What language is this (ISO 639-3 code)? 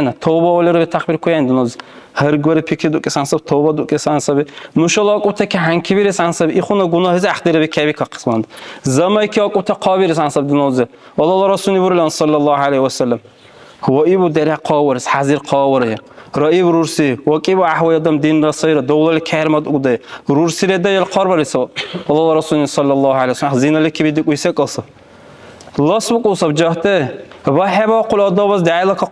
dar